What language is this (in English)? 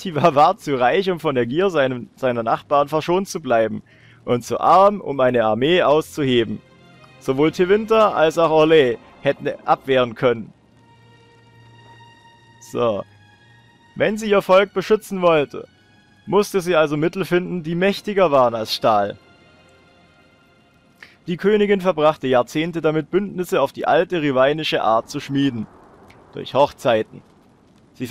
German